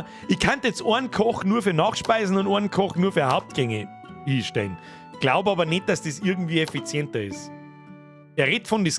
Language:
Bavarian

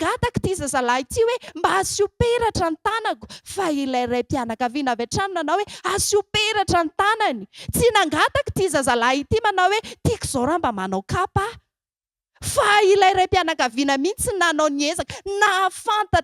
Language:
Malagasy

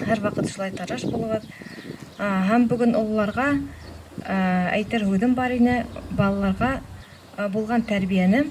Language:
Bashkir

